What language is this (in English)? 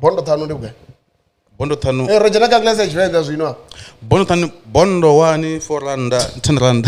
Venda